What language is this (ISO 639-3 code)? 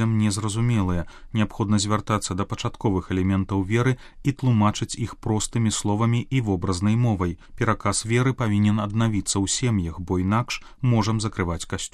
bel